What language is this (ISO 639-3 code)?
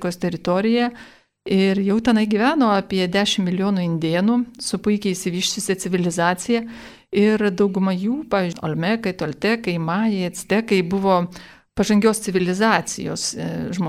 lit